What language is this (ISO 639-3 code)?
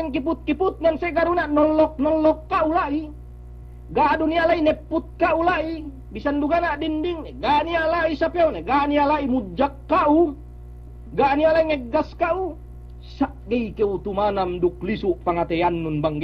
yka